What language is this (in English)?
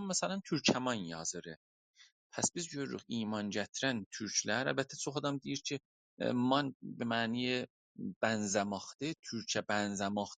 South Azerbaijani